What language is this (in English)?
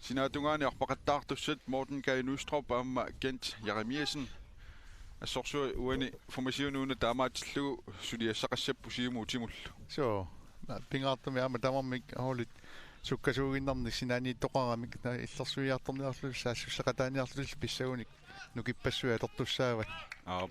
Kalaallisut